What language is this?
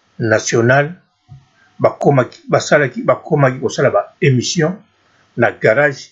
Lingala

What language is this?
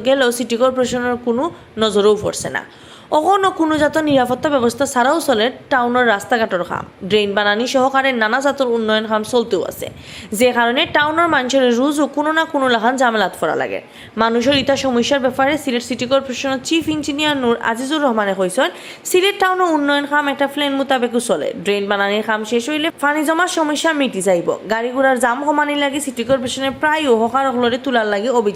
Sylheti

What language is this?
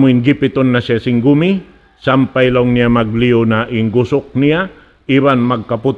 Tausug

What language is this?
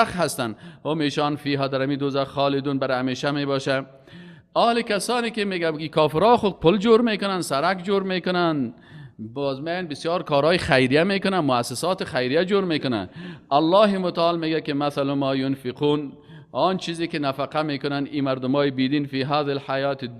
Persian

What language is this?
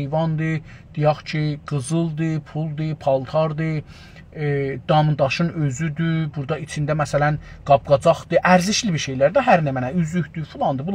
South Azerbaijani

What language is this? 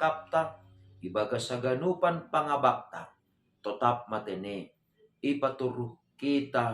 Batak Simalungun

